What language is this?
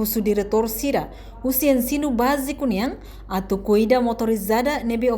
Tetum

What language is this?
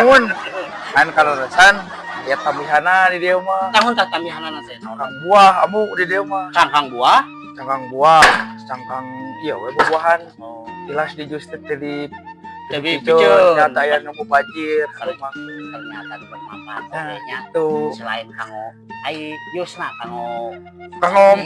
Sundanese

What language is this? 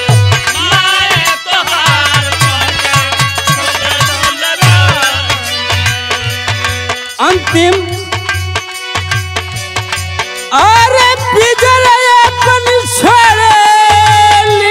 Bhojpuri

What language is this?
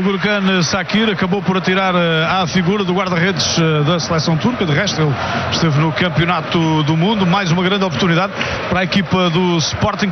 Portuguese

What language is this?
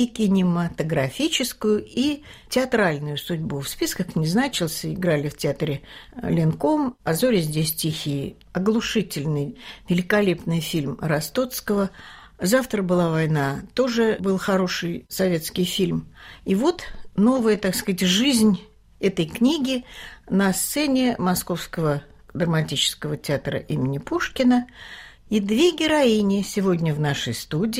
Russian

